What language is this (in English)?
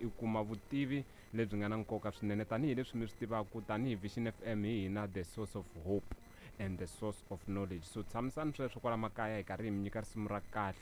Tsonga